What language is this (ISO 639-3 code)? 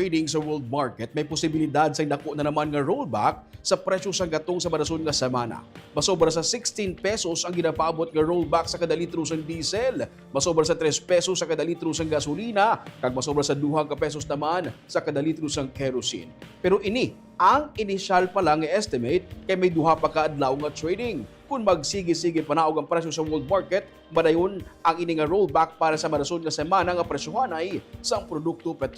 hil